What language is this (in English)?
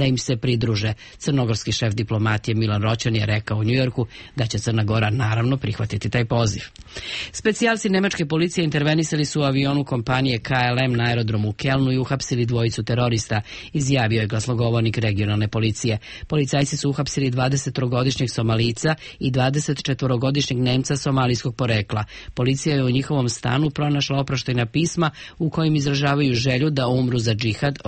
Serbian